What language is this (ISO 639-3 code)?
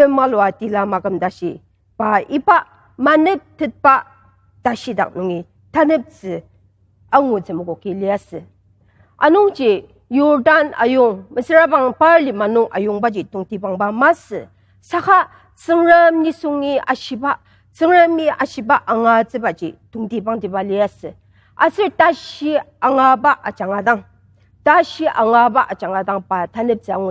njo